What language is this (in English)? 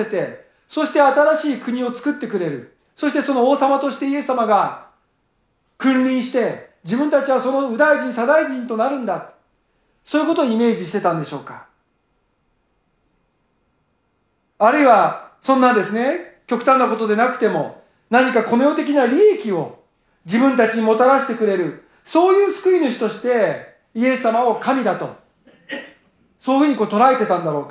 Japanese